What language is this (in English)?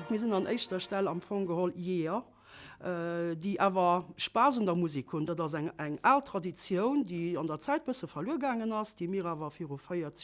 Luxembourgish